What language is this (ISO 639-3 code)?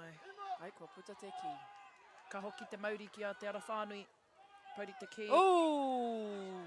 mri